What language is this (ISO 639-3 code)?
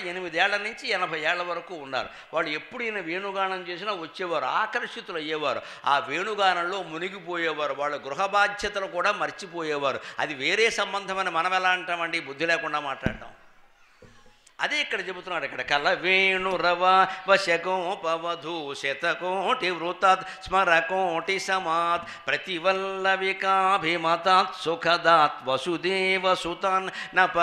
tel